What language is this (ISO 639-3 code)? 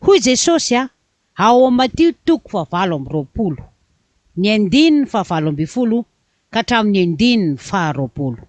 mlg